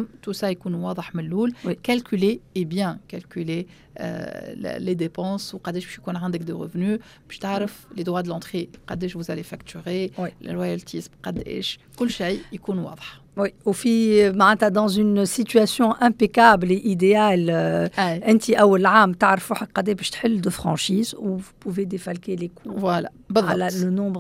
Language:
Tunisian Arabic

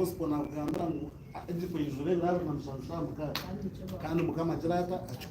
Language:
Nyankole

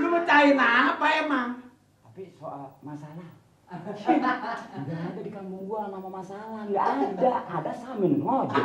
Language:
Betawi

